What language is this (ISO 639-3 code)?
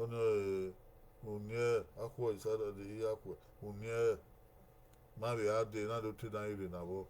bin